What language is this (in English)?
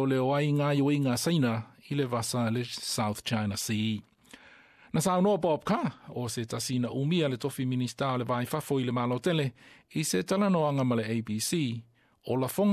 Samoan